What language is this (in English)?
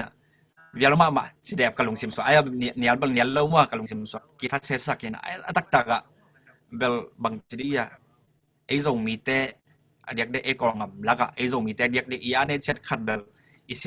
Tedim Chin